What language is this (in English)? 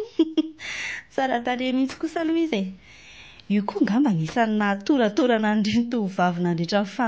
Malagasy